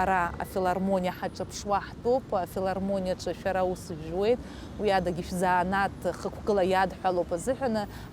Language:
Abkhazian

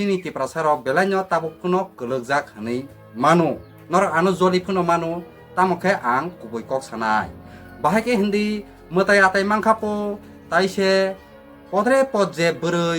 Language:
Kok Borok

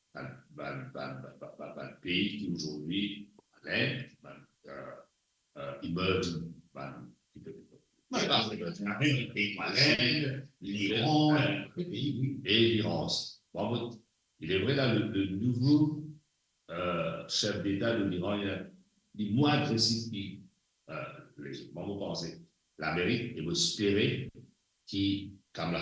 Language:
Morisyen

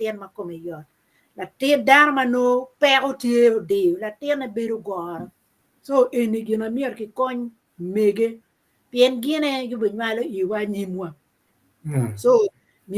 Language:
Acoli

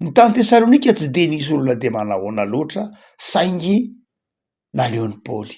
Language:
Malagasy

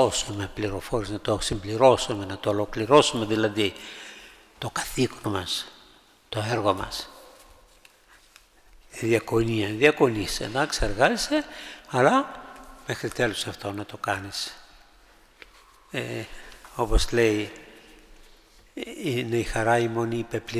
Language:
Greek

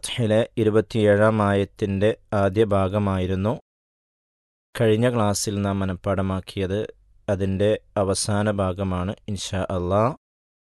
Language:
Malayalam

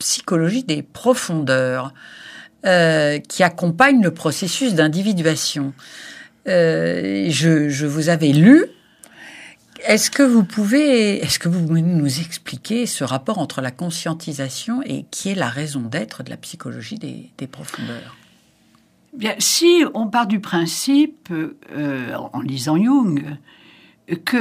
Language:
French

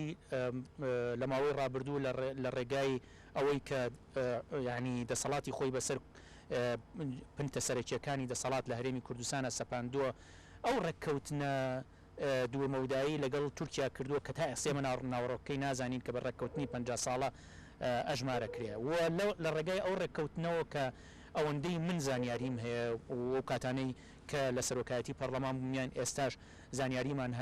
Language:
Central Kurdish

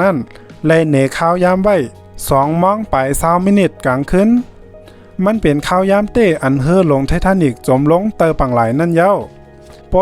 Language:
Shan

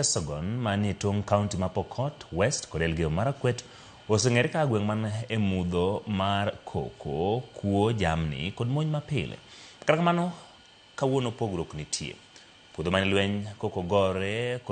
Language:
Luo (Kenya and Tanzania)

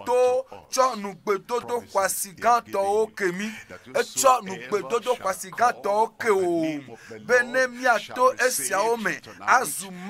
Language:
Ewe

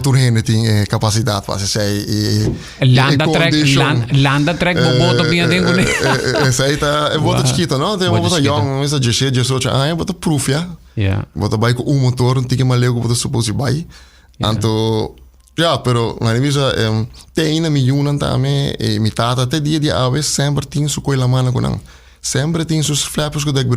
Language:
Papiamento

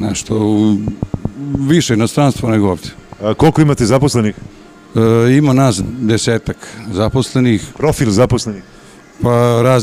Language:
Serbian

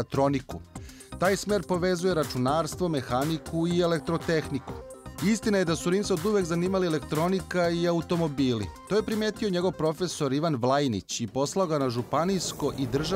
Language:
Serbian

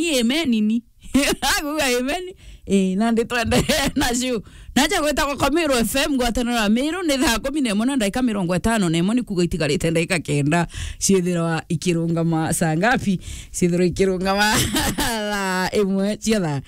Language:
Meru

